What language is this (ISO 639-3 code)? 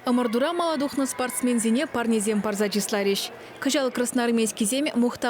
chv